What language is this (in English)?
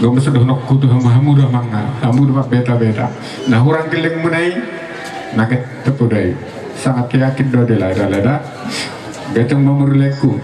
Batak Toba